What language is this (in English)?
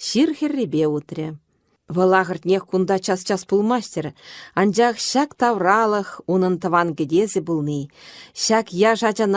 Chuvash